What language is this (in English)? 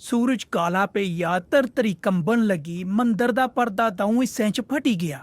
Dogri